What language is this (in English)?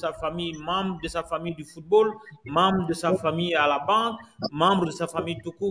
French